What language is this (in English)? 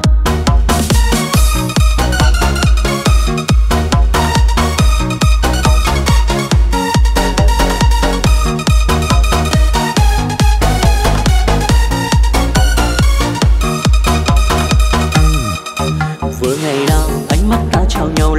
Vietnamese